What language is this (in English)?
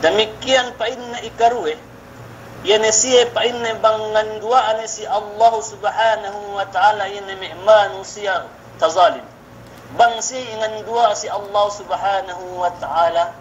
Yakan